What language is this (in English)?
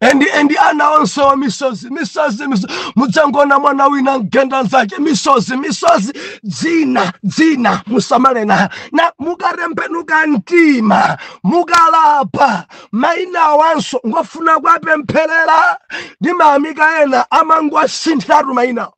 Nyanja